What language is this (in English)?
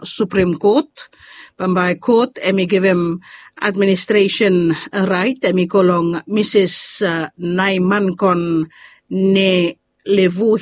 Bislama